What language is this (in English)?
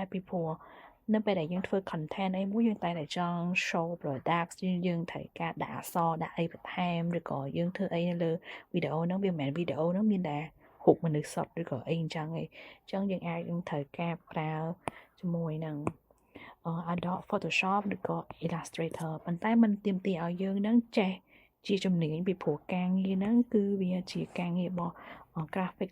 Khmer